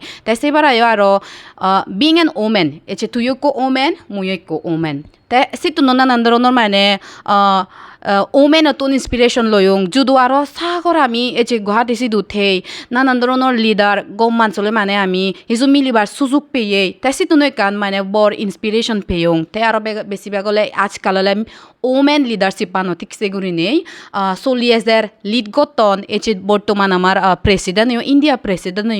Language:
Chakma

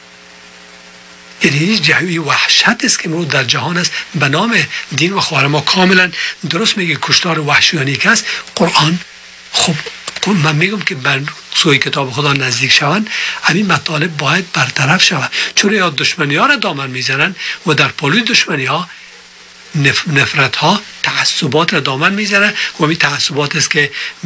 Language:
Persian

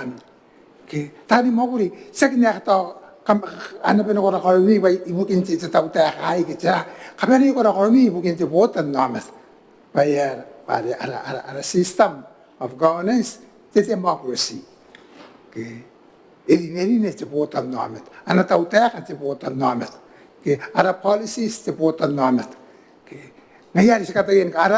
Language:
Gilbertese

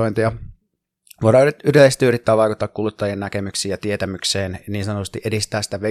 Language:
Finnish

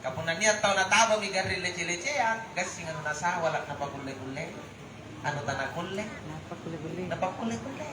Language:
Makasar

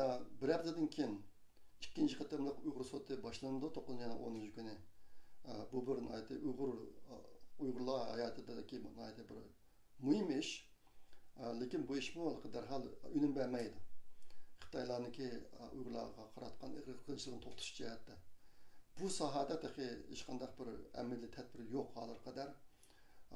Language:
Uyghur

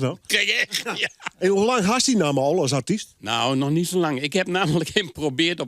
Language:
Western Frisian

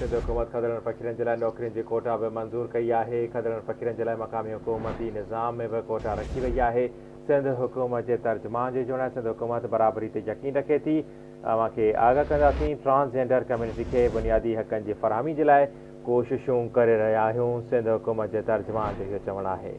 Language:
Sindhi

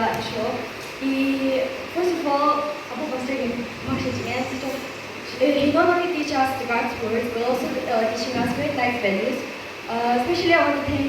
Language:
Yimchungru Naga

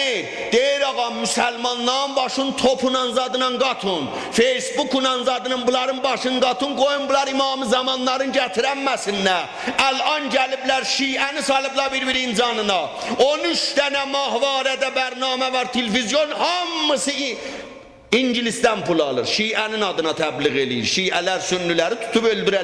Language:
South Azerbaijani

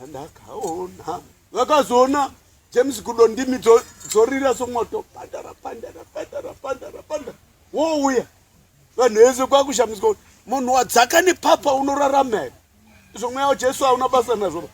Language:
Shona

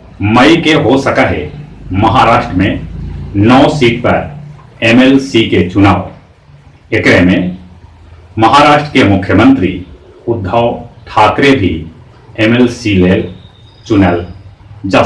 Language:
Magahi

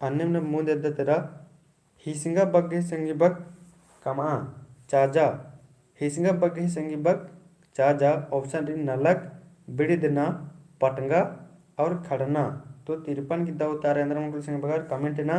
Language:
Kurukh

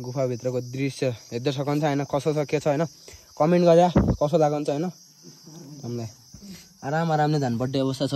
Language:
Nepali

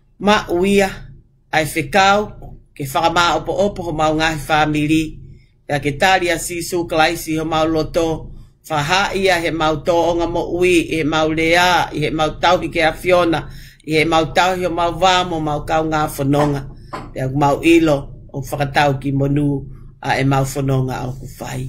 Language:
Tongan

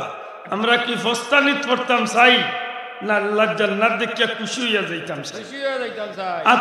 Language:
Sylheti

